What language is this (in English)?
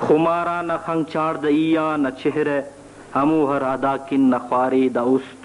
Brahui